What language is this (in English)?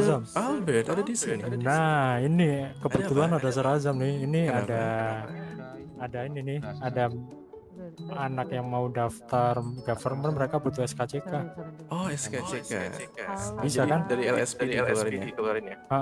Indonesian